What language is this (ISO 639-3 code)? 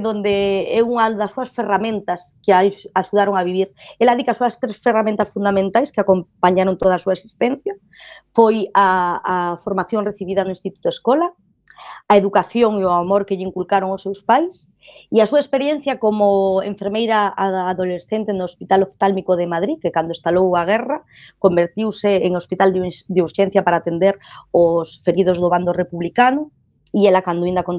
glg